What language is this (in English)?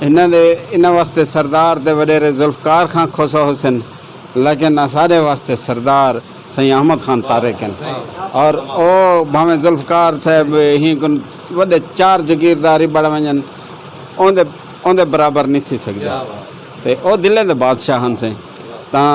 Saraiki